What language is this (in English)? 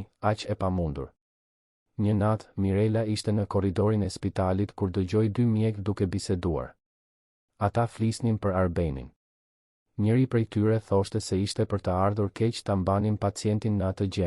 Albanian